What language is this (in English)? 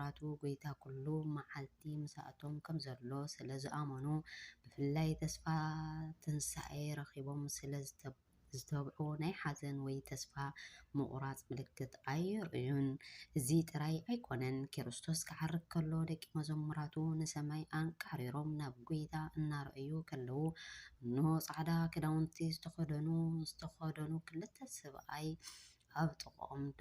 Tigrinya